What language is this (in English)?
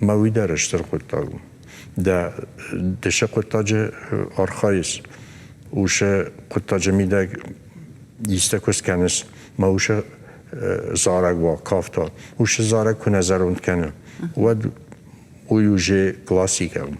Ossetic